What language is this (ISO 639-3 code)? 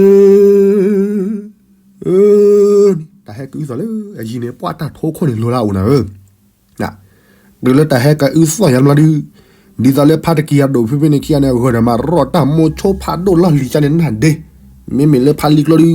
ksw